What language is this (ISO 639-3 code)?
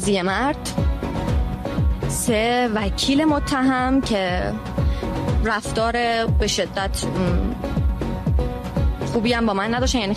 fas